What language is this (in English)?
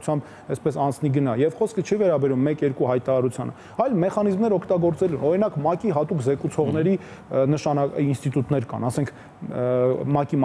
Armenian